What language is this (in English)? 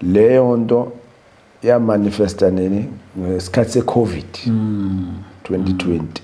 Zulu